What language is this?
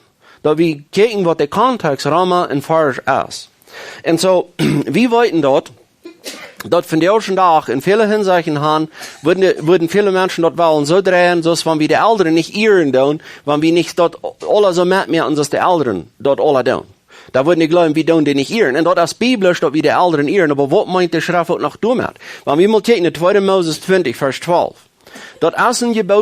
Plautdietsch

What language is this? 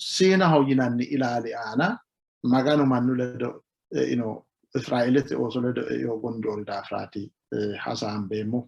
Sidamo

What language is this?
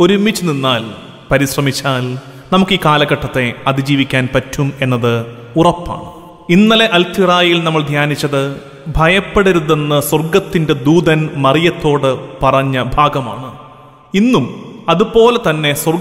Malayalam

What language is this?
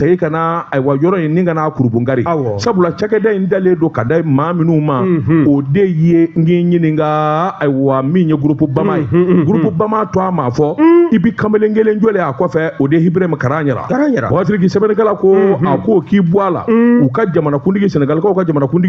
Bambara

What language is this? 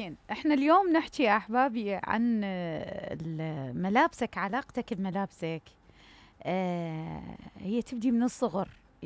Mesopotamian Arabic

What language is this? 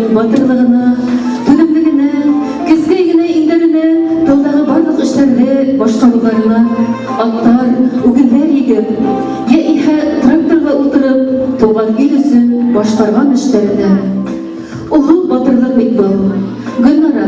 Bashkir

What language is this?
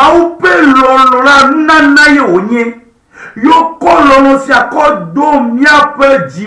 Ewe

